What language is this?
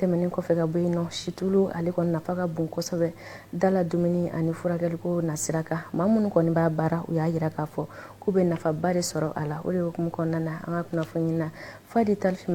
Bambara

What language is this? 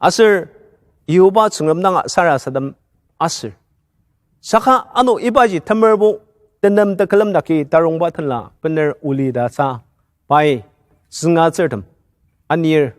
Ao Naga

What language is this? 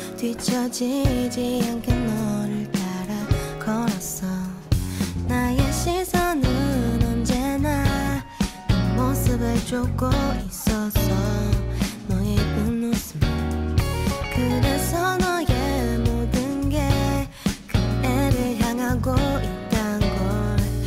Korean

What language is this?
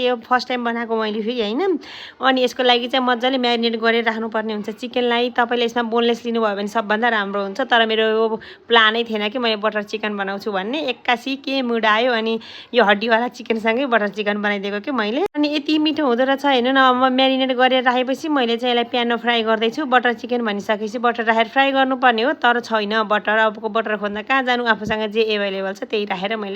Nepali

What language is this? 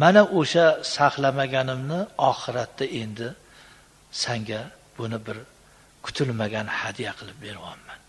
Uzbek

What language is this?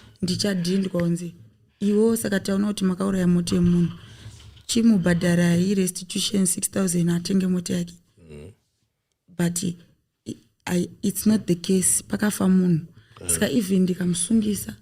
Shona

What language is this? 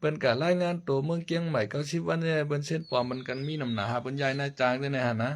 Shan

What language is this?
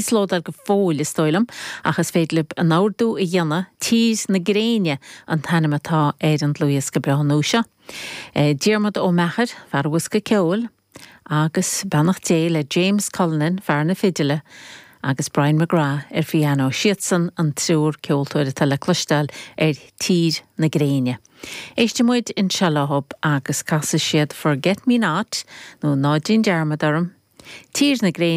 Irish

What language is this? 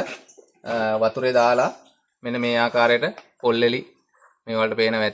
Sinhala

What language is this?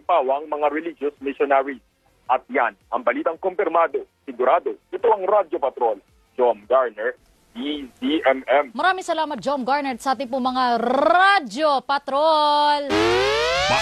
Filipino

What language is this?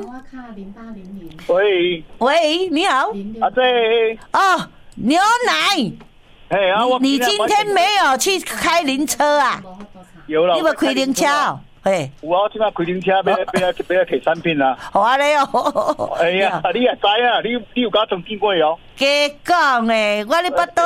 Min Nan Chinese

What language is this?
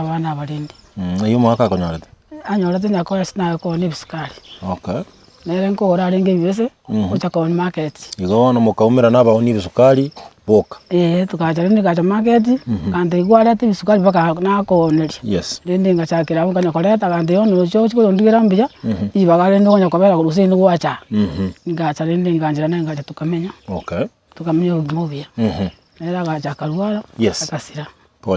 Gusii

